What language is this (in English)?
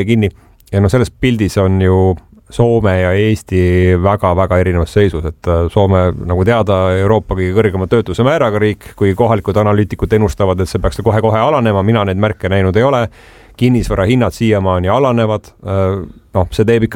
Estonian